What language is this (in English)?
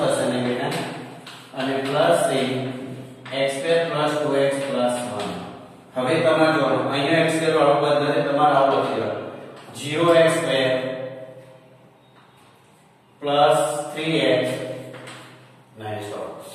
Gujarati